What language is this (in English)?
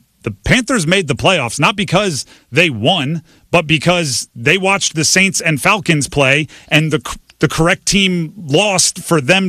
English